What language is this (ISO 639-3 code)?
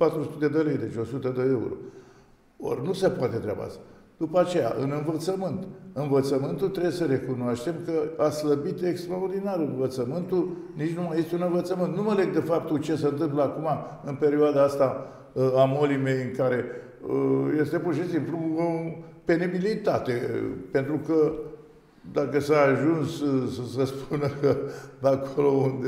ron